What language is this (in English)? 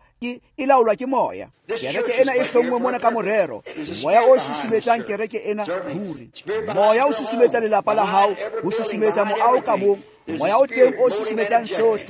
Tswana